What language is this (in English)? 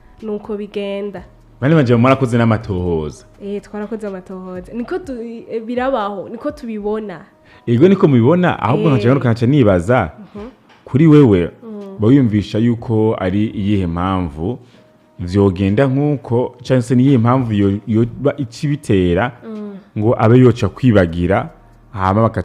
Rundi